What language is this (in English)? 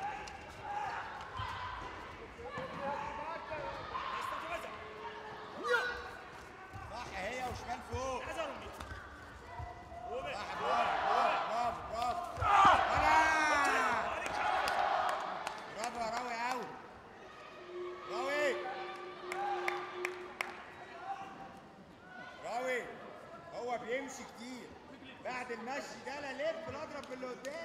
Egyptian Arabic